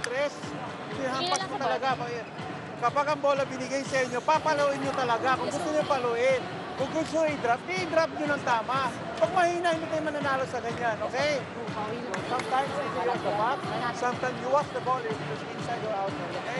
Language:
Filipino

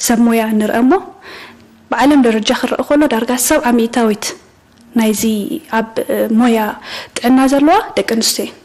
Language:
Tigrinya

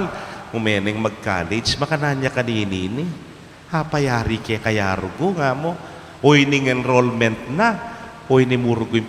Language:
Pampanga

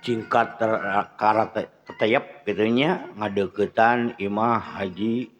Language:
Sundanese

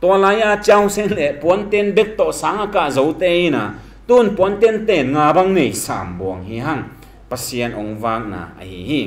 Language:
Tedim Chin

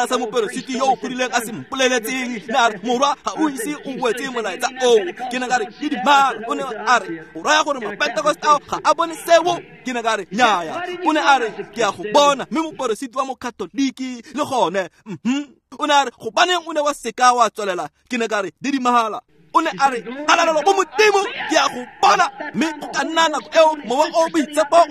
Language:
Tswana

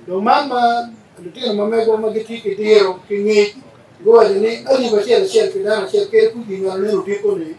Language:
Acoli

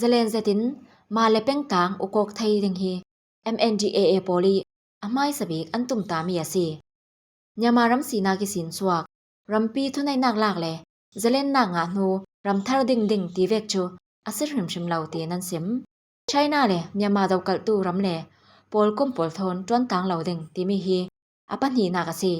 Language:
Falam Chin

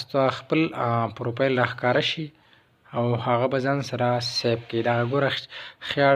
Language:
Pashto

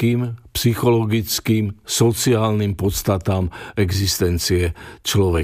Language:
Slovak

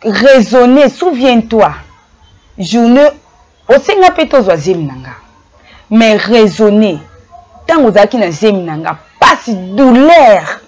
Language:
Lingala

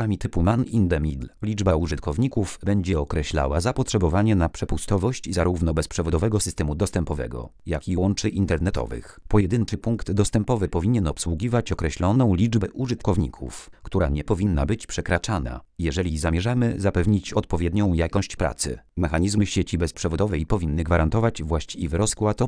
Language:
Polish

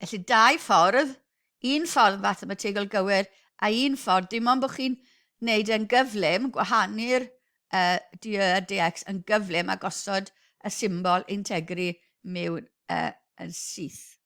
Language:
Welsh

